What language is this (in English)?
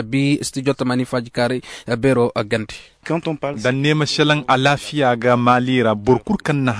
Zarma